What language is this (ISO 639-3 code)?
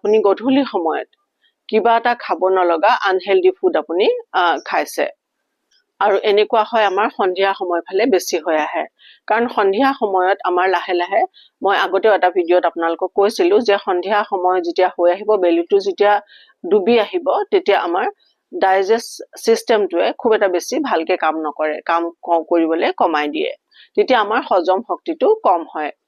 asm